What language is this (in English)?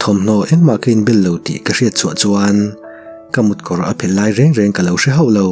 Mizo